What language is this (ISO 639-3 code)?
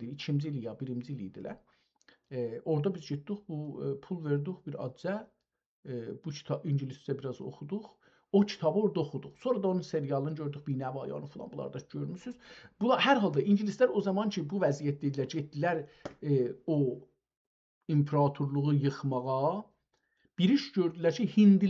azb